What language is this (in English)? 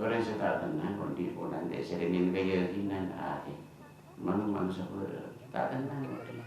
Madurese